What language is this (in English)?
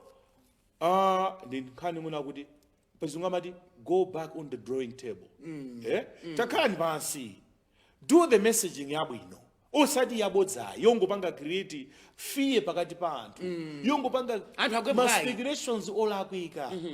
Nyanja